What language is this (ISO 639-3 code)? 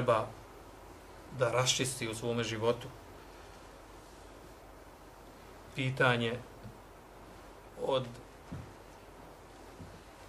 bos